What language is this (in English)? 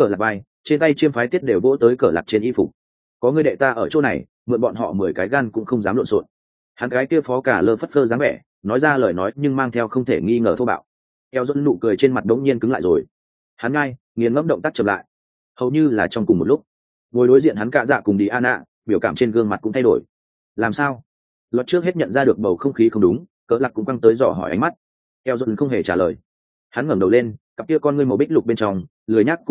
Vietnamese